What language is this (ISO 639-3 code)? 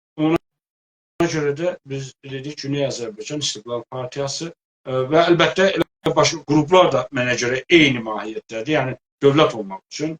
azb